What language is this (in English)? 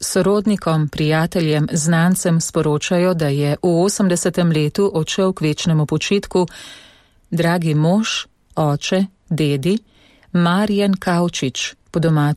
Slovenian